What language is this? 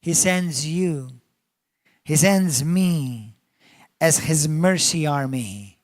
English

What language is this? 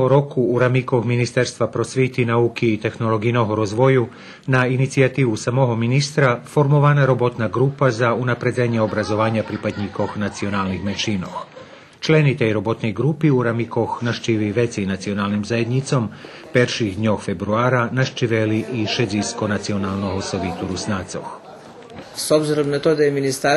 Rusyn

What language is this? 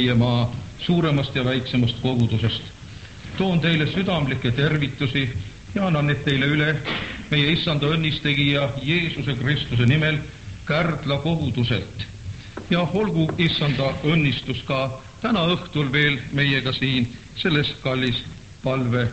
Estonian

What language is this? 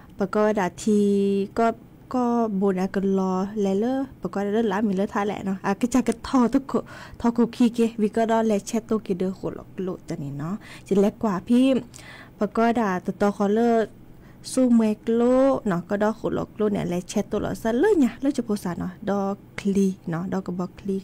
S'gaw Karen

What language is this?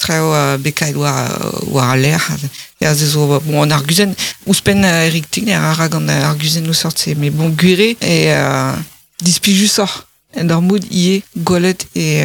Breton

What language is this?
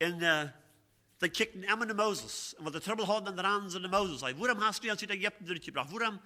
Plautdietsch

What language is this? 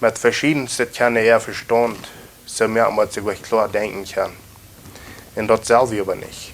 Plautdietsch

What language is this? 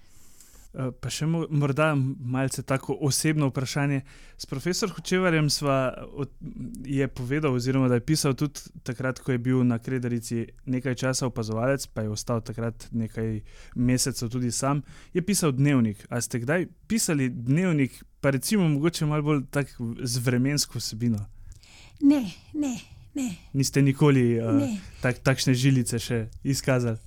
Slovenian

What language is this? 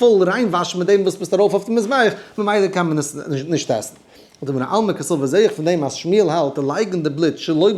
Yiddish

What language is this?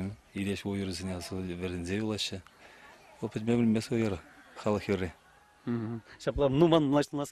Chuvash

